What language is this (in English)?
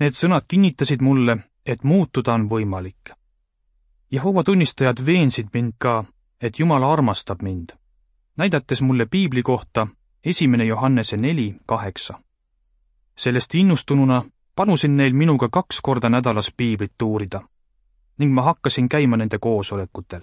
Estonian